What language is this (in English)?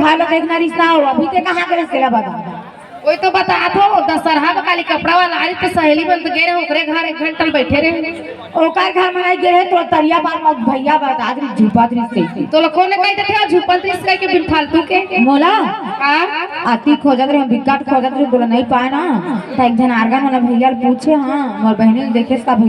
Chhattisgarhi